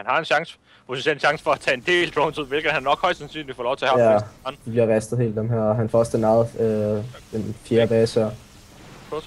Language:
Danish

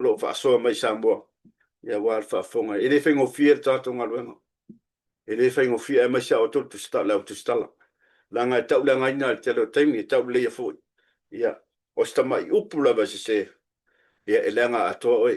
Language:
Samoan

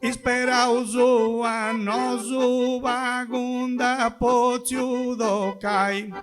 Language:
Sardinian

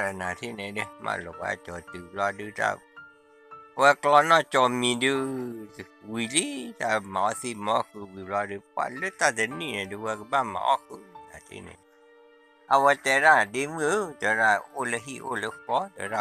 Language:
S'gaw Karen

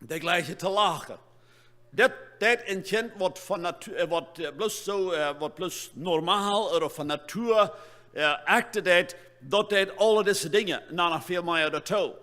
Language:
Plautdietsch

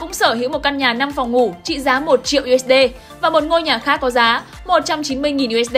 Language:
Vietnamese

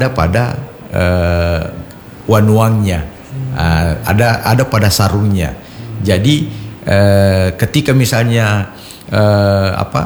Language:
Indonesian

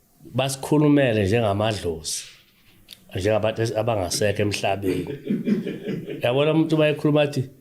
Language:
Zulu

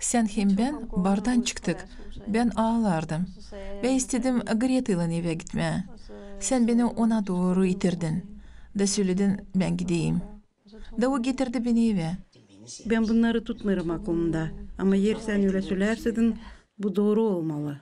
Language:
Gagauz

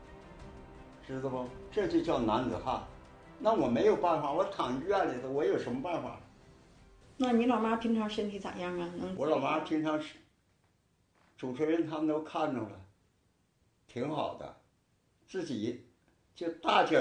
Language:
Chinese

